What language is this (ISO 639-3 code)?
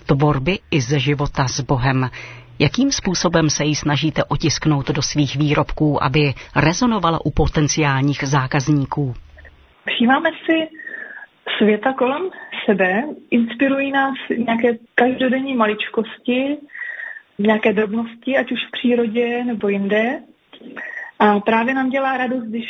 ces